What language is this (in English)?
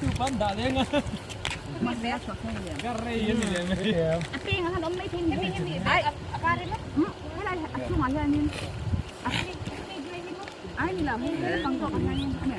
Mizo